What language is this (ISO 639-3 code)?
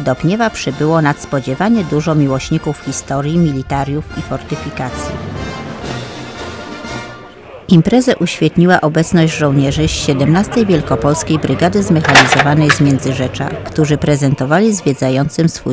pol